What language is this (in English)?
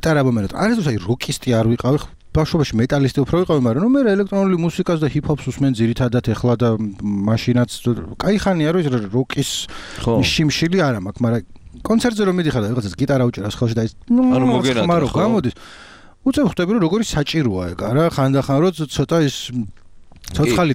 Georgian